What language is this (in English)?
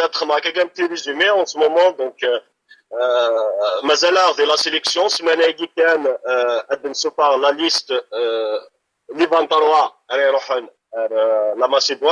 Kabyle